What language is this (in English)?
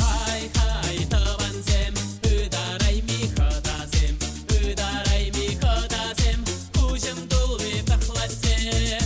Chuvash